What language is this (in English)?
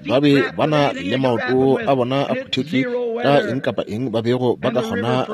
Northern Sotho